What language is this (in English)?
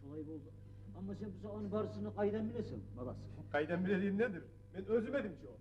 Kumyk